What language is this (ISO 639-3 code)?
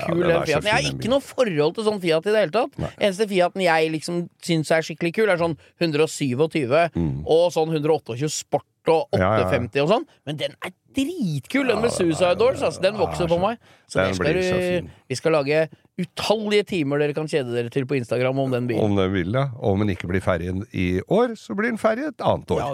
nor